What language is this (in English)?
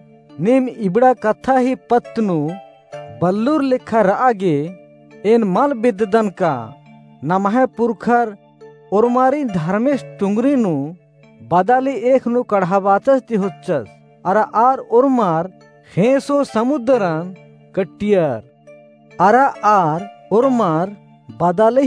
Kurukh